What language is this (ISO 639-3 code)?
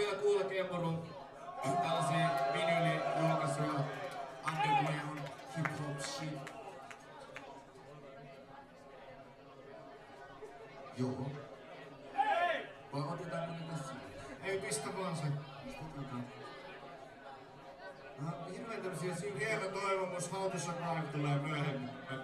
fin